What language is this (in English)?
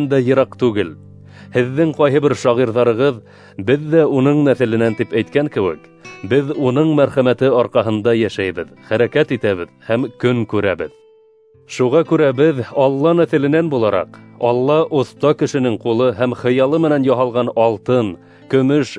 Bashkir